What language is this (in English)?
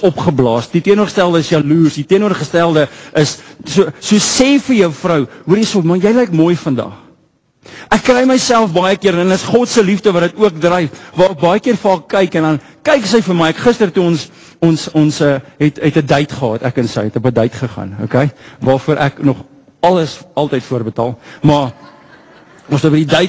Afrikaans